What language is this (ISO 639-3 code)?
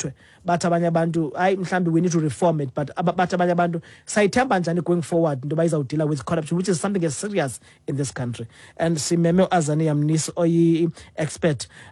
xho